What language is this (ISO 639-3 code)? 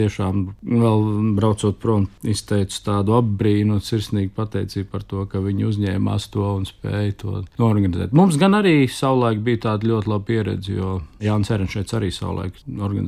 lav